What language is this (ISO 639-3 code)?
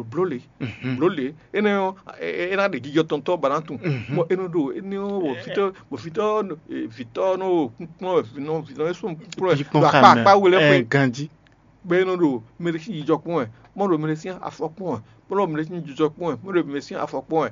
fon